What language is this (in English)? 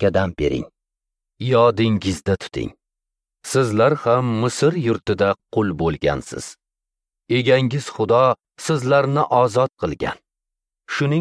Uzbek